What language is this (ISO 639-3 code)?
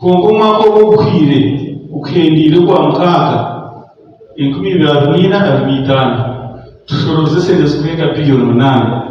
nyn